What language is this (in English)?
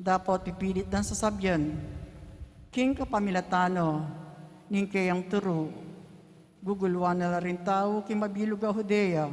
Pampanga